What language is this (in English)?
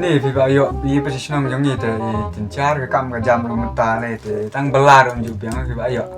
Khasi